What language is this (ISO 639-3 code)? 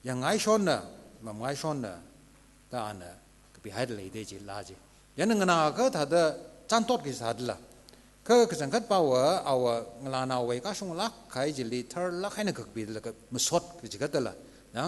nmf